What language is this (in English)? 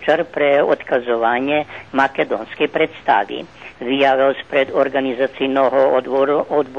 Rusyn